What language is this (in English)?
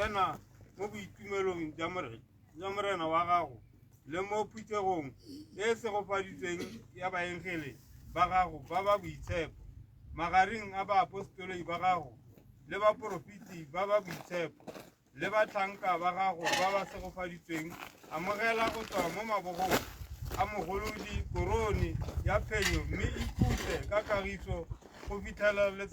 Tswana